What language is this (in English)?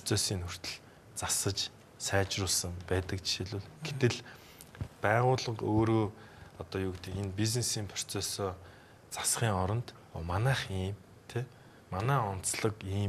Mongolian